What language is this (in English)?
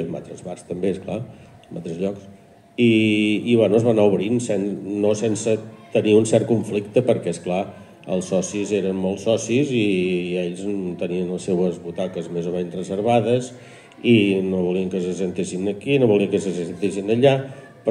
Catalan